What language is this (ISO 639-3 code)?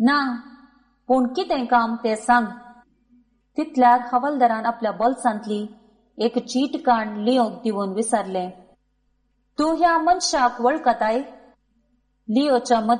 kok